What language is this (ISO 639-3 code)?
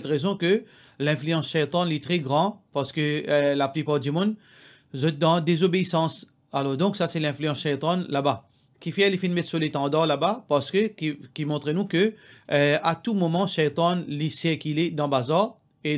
mfe